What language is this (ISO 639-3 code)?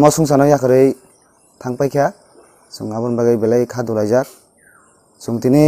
trp